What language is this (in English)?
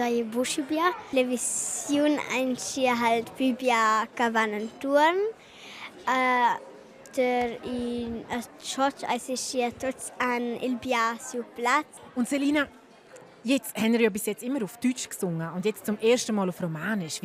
Romansh